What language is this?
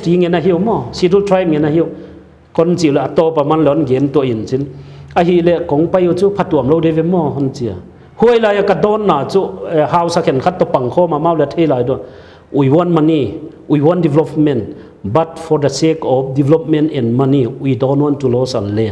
Paite Chin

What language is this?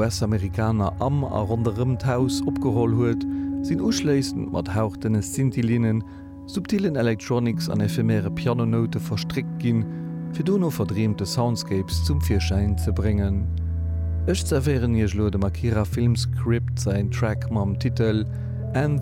Luxembourgish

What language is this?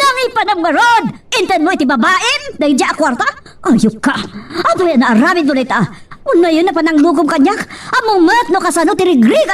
Iloko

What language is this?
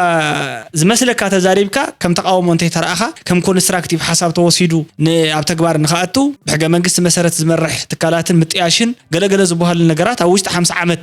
Tigrinya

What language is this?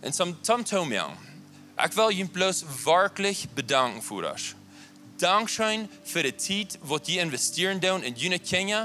Plautdietsch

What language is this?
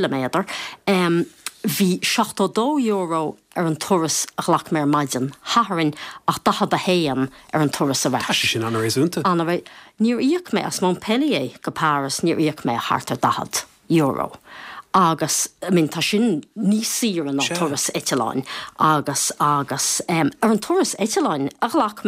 Irish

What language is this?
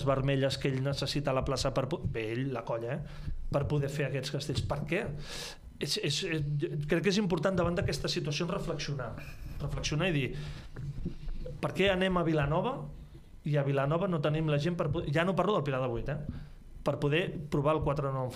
Catalan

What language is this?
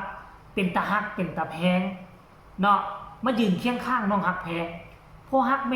Northeastern Thai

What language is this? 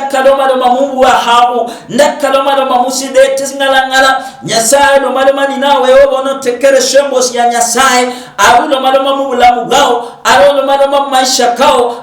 Luyia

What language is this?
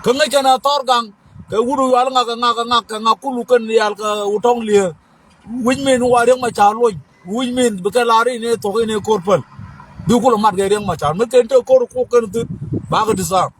Nuer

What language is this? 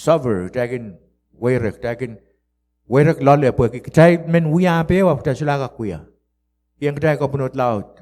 Pohnpeian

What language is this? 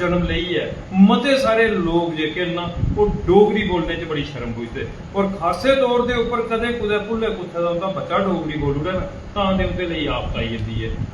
Dogri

